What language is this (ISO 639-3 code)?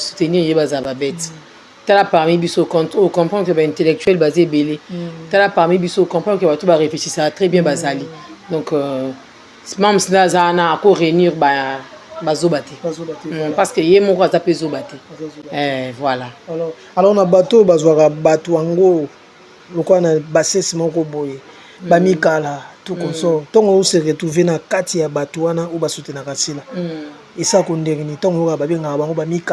lin